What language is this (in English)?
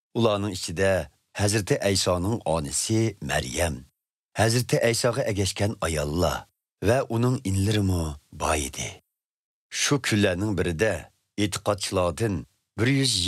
Uyghur